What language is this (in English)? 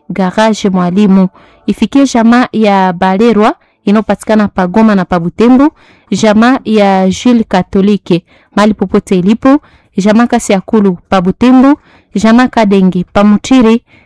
Swahili